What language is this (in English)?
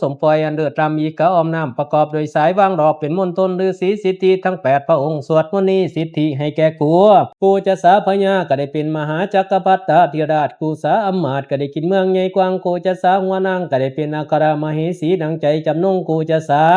Pali